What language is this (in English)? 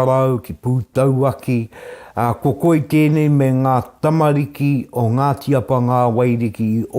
Māori